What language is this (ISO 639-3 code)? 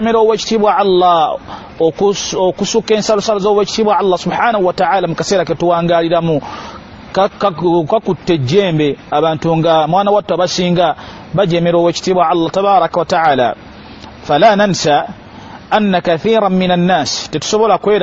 lug